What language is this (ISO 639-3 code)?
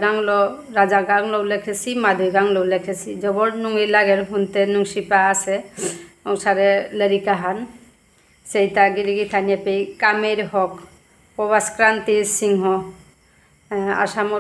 bpy